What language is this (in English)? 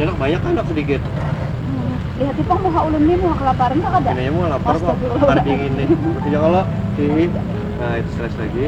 Banjar